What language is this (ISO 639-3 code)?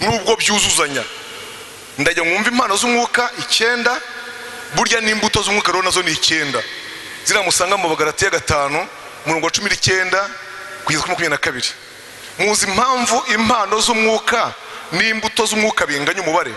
kin